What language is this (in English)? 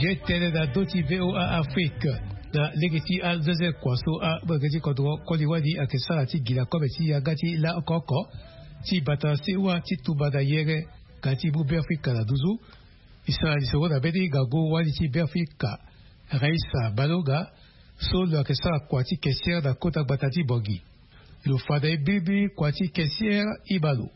Sango